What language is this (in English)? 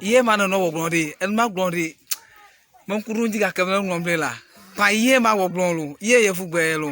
Ewe